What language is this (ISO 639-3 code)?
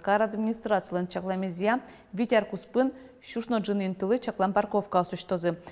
udm